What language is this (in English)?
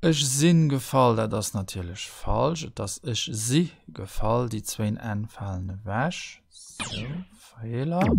Luxembourgish